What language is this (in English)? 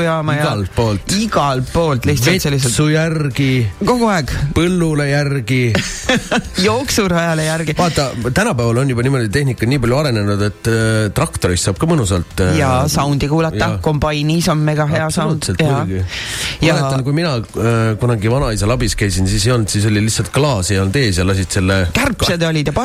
Estonian